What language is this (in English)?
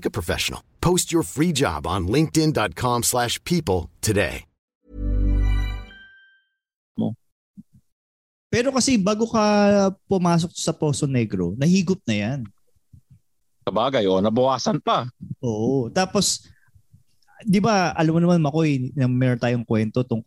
Filipino